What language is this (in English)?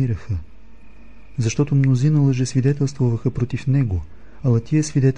Bulgarian